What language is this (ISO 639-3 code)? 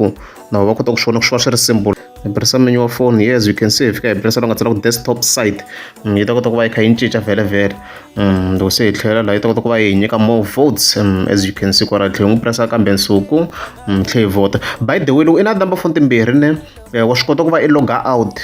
tso